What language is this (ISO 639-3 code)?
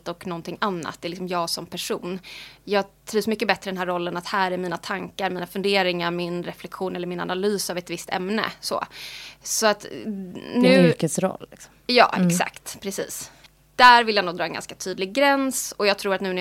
swe